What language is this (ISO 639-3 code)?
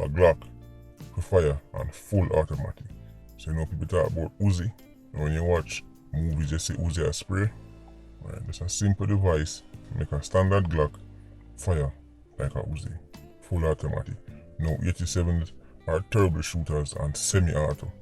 jam